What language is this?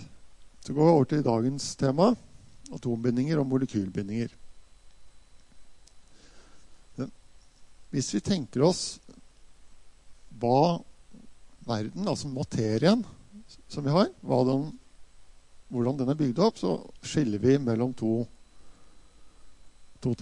Norwegian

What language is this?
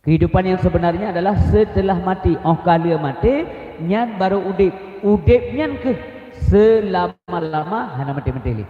Achinese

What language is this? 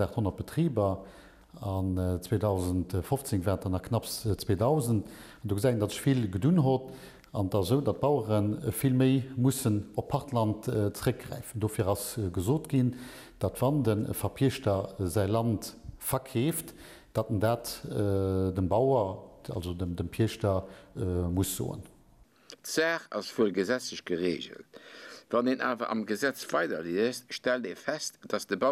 Luxembourgish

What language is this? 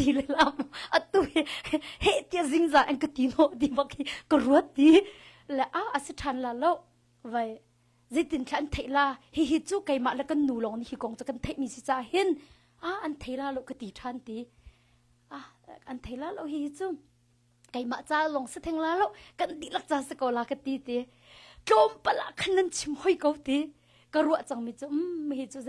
Hakha Chin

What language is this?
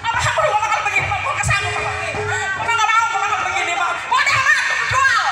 Betawi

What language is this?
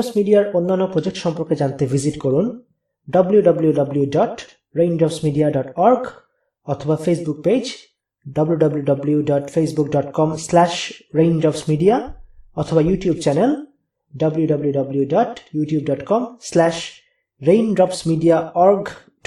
Bangla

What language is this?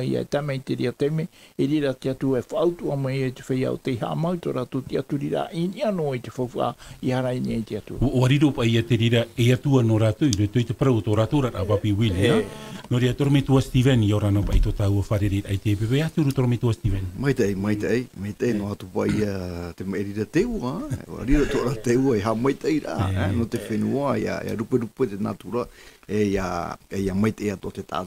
Tahitian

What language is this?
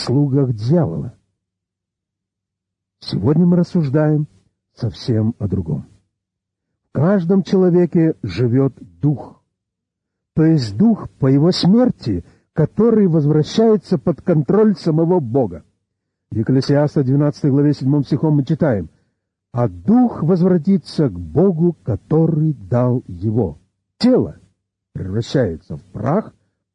Russian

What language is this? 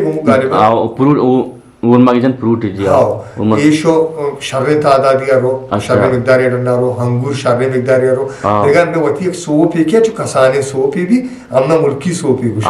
Eastern Balochi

